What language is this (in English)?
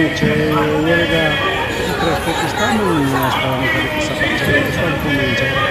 Ayacucho Quechua